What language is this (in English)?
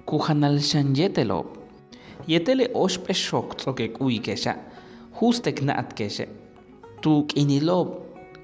Yucateco